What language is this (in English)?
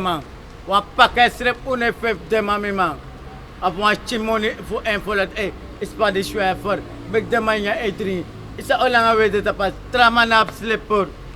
Sranan Tongo